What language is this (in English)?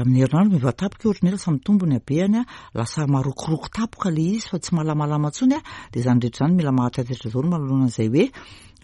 Malagasy